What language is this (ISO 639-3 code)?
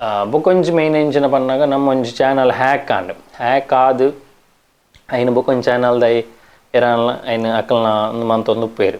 tcy